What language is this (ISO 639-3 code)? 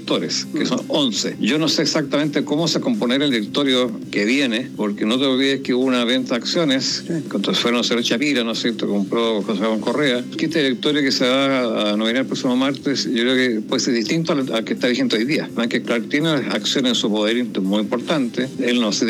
spa